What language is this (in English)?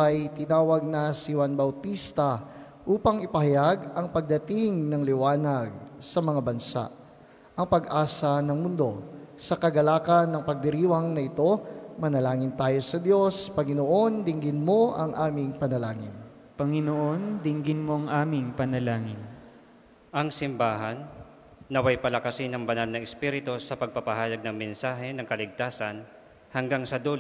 Filipino